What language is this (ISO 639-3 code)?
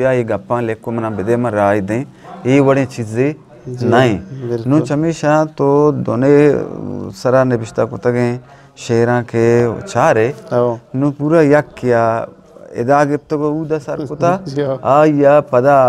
bgp